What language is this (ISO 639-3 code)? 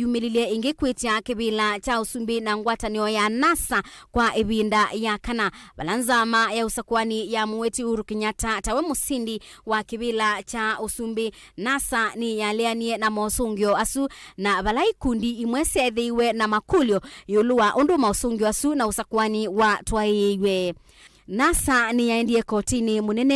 kam